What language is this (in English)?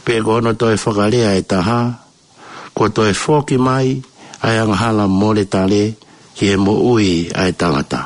Tongan